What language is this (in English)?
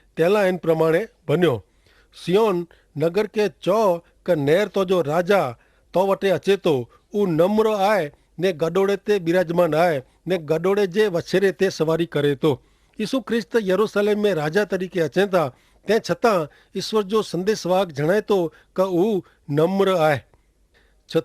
Kachhi